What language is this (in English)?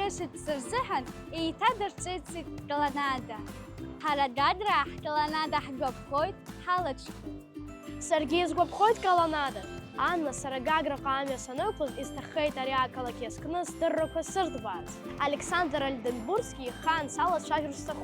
Abkhazian